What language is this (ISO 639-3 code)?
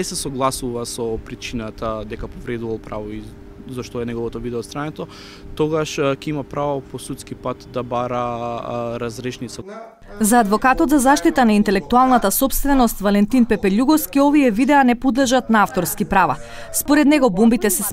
mkd